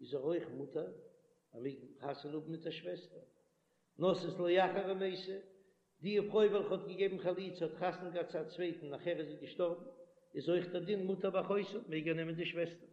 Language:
Yiddish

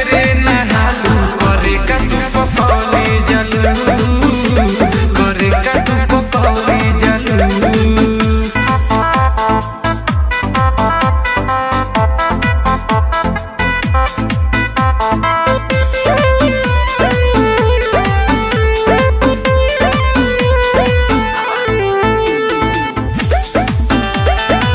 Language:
Bhojpuri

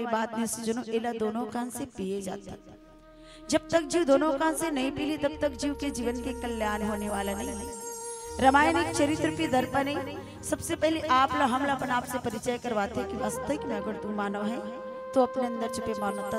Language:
Chhattisgarhi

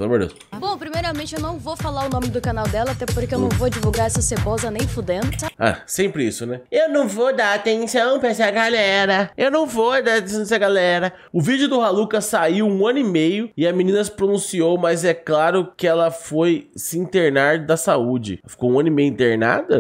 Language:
Portuguese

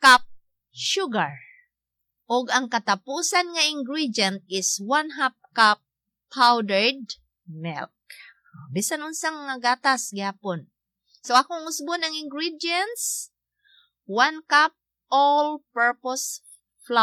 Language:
Cebuano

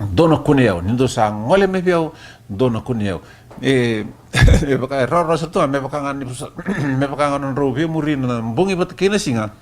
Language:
Fijian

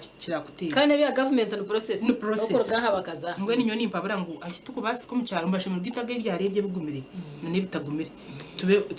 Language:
Nyankole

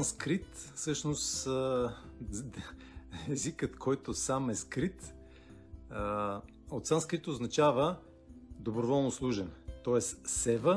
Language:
Bulgarian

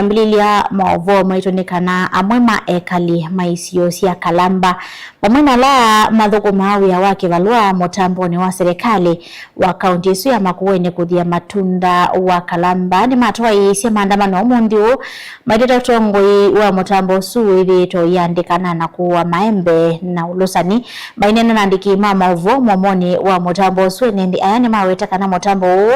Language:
Kamba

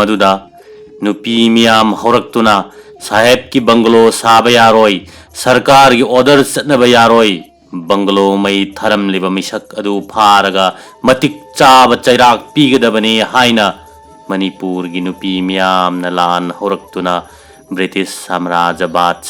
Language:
Manipuri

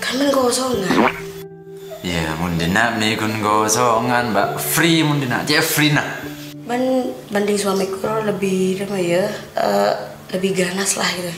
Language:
Madurese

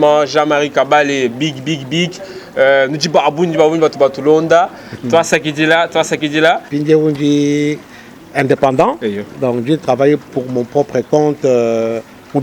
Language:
Luba-Lulua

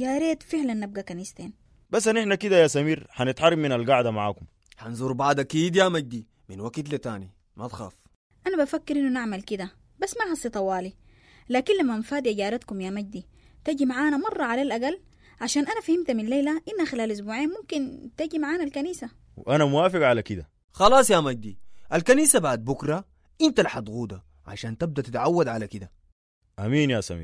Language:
Sudanese Arabic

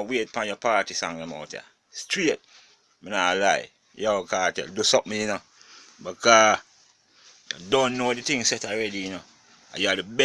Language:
Jamaican Creole English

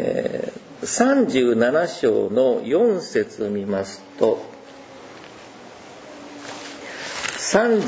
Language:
Japanese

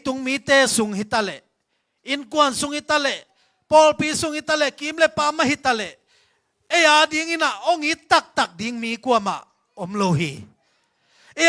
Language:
Tedim Chin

